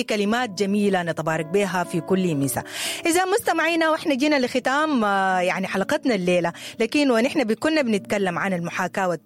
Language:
Sudanese Arabic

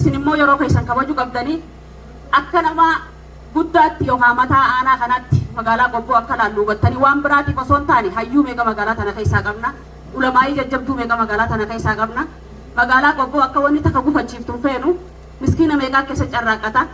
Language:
Oromo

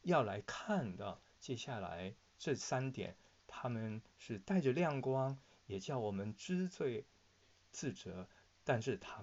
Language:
Chinese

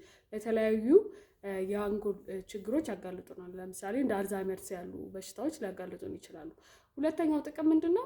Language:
Amharic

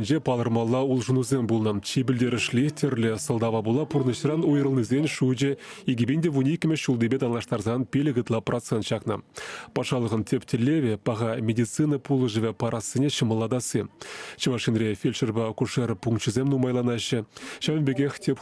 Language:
Chuvash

